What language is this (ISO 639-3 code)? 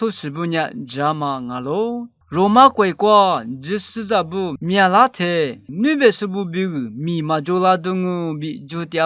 lis